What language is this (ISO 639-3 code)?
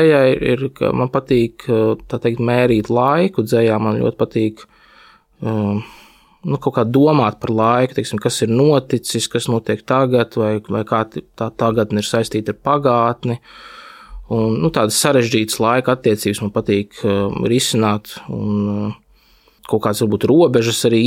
lav